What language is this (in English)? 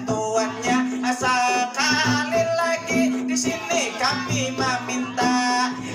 Banjar